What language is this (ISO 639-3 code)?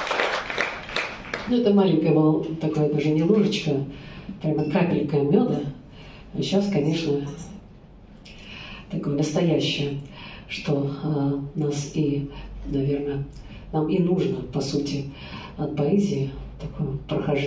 rus